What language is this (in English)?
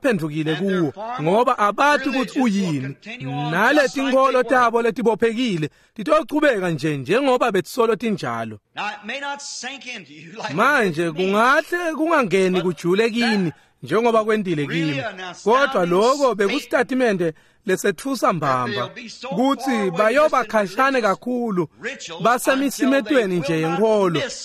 Swati